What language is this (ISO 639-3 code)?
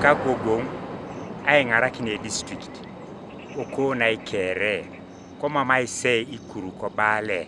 teo